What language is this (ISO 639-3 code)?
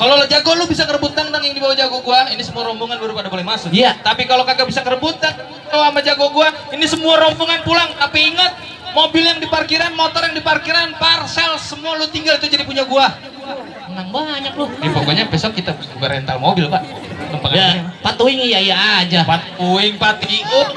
bew